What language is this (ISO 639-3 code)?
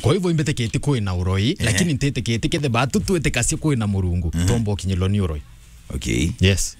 mer